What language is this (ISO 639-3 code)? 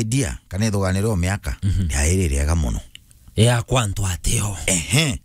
mer